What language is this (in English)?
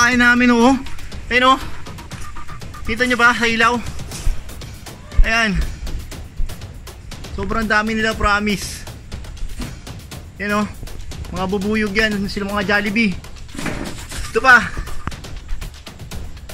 Filipino